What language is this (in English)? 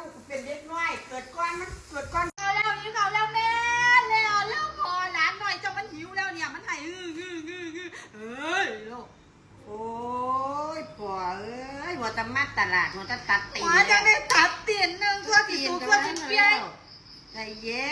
Northeastern Thai